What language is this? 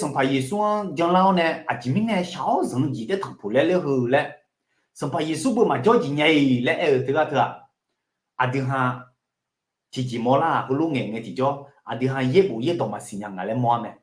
Akha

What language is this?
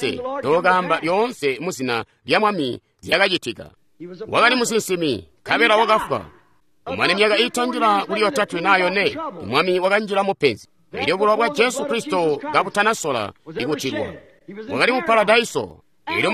Tonga (Zambia)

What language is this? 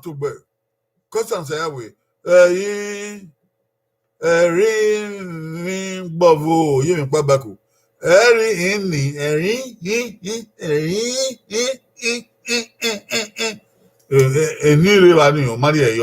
Bini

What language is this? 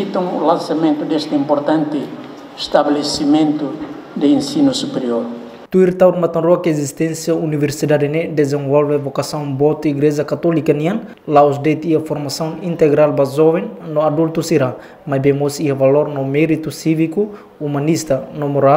Tetum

